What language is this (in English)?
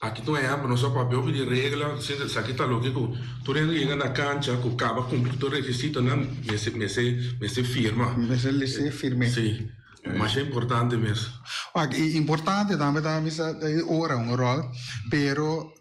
Papiamento